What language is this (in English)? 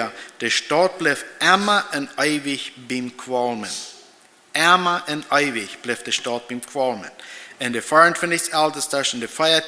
Plautdietsch